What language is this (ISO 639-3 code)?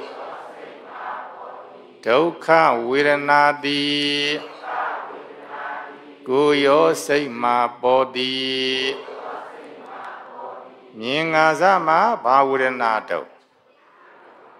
mya